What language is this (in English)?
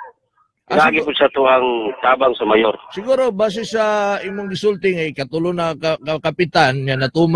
Cebuano